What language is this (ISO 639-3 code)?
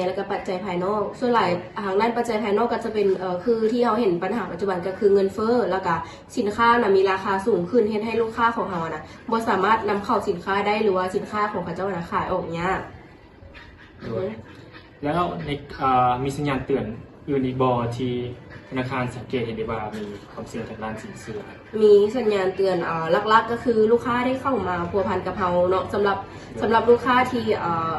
lao